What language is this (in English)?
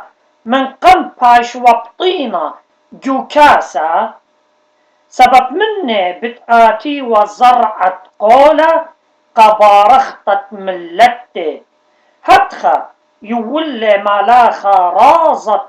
Assyrian Neo-Aramaic